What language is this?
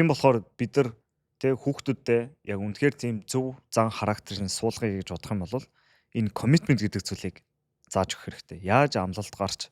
Mongolian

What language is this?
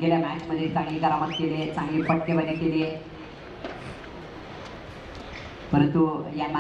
Marathi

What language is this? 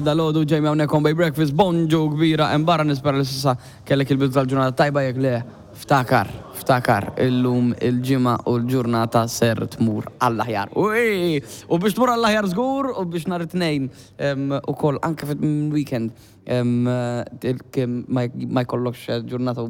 Maltese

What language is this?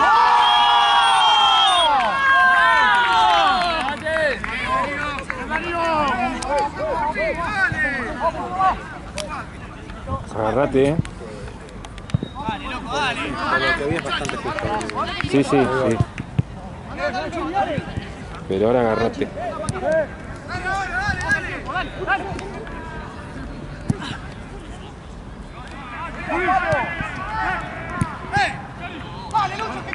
Spanish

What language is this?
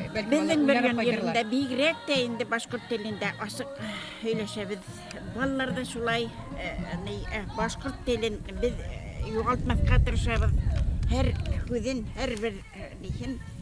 Bashkir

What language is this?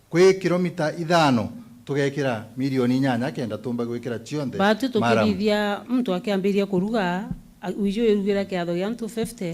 Meru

